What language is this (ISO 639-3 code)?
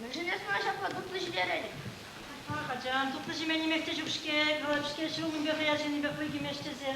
chv